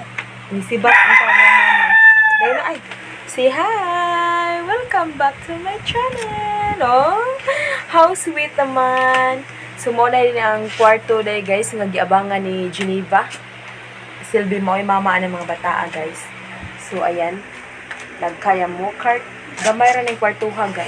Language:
Cebuano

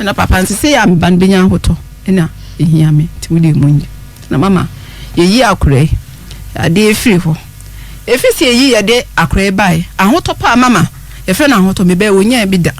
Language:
Akan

